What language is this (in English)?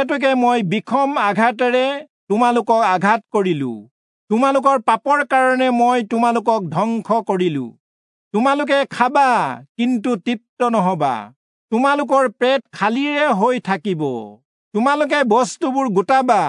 Assamese